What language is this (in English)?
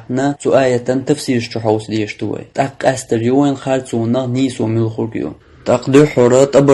Chechen